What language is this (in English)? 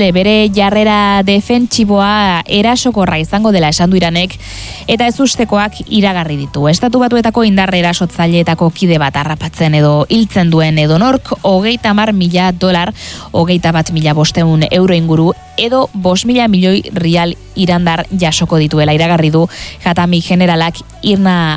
Basque